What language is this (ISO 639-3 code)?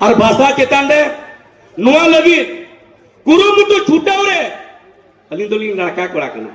sat